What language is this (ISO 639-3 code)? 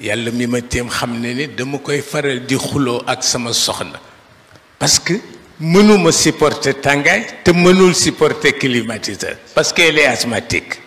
wol